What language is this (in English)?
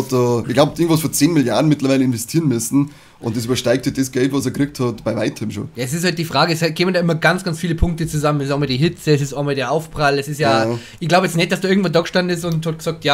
Bavarian